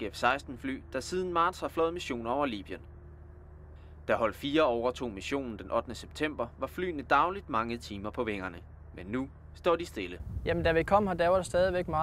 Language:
Danish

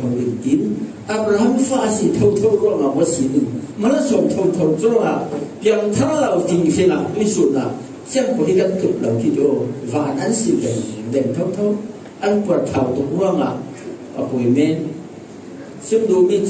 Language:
Falam Chin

